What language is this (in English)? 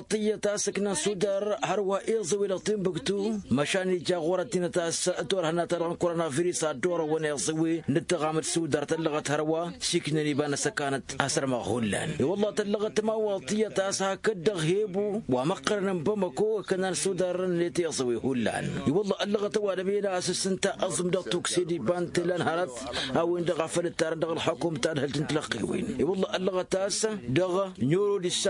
Tamasheq